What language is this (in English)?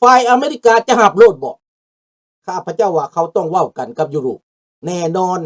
Lao